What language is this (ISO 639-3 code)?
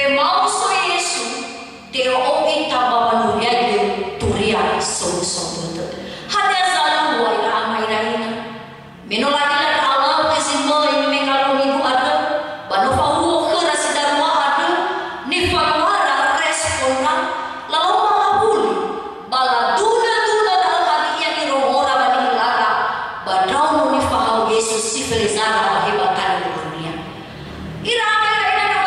nia